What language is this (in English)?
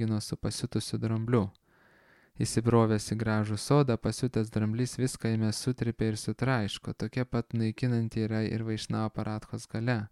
Lithuanian